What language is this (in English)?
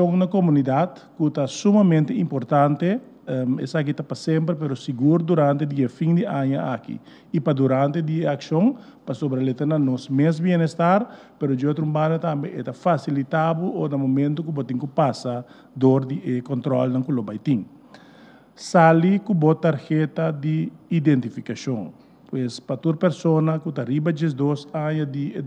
Papiamento